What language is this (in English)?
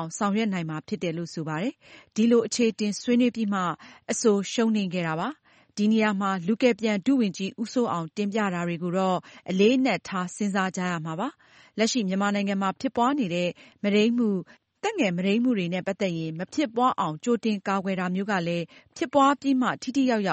Burmese